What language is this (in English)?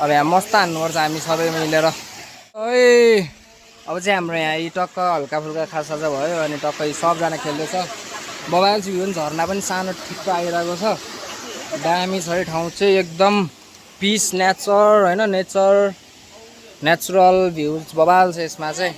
Nepali